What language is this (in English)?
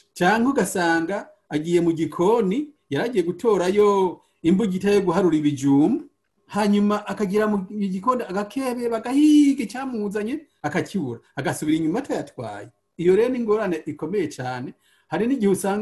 Rundi